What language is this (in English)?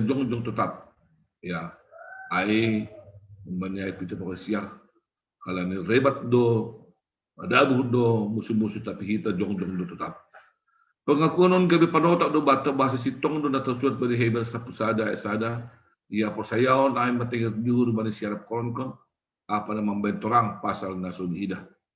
Batak Simalungun